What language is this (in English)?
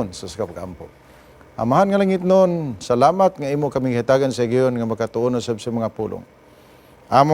Cebuano